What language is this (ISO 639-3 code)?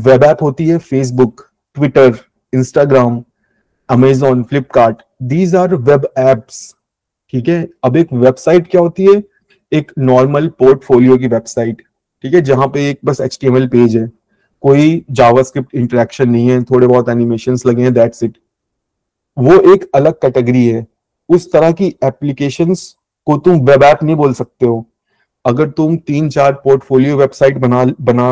hin